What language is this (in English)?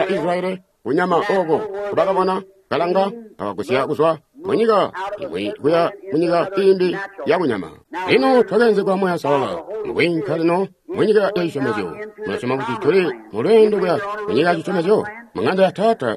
Tonga (Zambia)